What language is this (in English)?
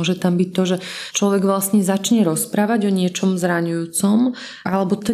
Slovak